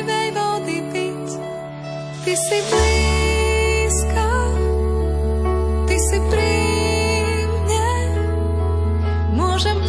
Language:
Slovak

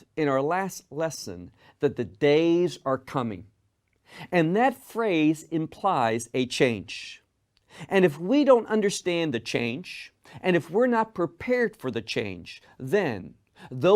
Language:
English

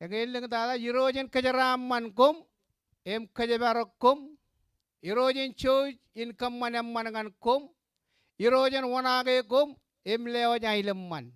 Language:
Marshallese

